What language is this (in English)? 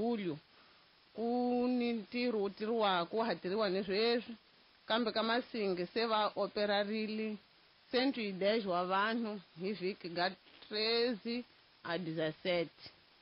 Tsonga